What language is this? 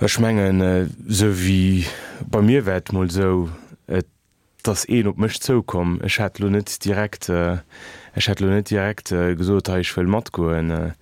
Luxembourgish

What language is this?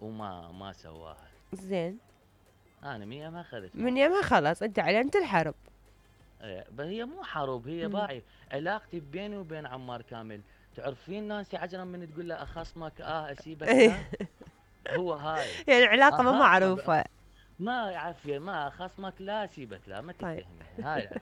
Mesopotamian Arabic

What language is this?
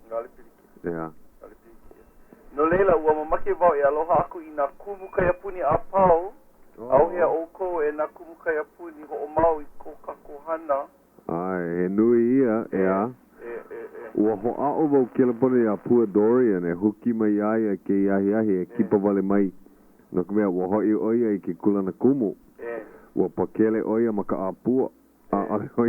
Hawaiian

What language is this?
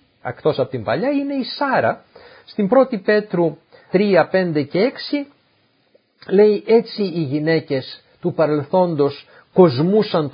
Greek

